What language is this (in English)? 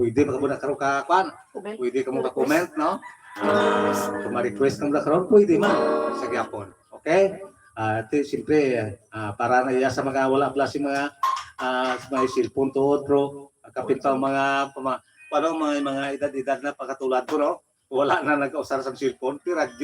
Hiligaynon